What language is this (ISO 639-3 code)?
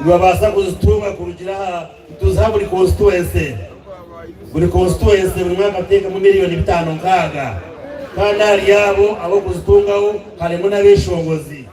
nyn